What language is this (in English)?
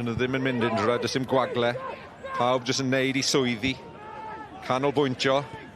Welsh